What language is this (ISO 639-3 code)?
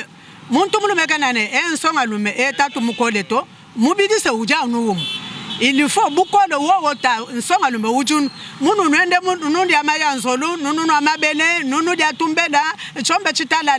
lua